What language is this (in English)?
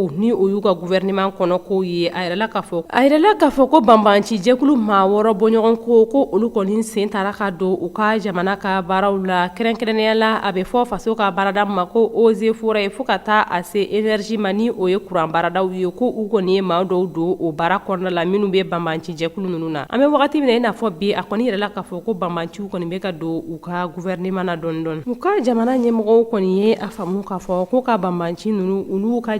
Bambara